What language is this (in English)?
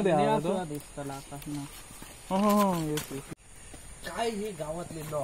Konkani